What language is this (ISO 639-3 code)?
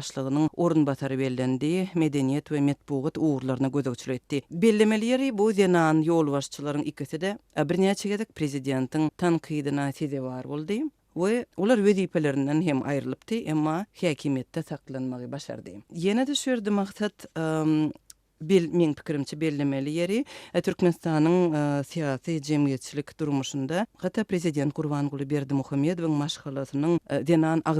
tuk